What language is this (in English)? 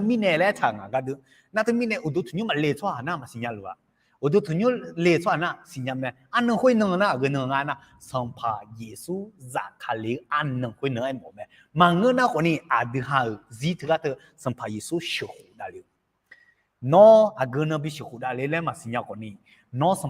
Akha